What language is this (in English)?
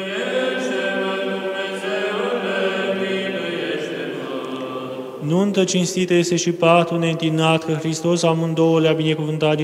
Romanian